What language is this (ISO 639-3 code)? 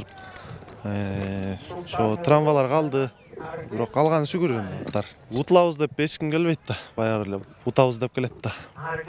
kir